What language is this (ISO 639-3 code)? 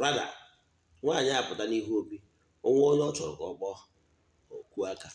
ibo